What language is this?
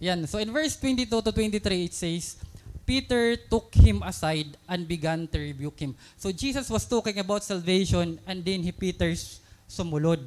Waray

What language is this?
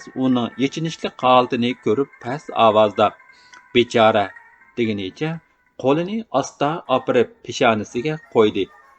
Uyghur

